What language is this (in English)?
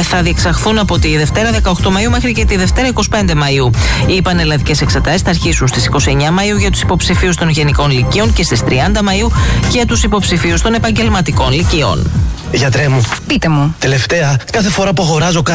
Greek